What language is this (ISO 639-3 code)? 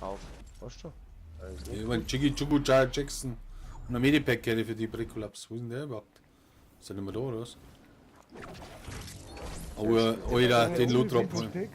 bar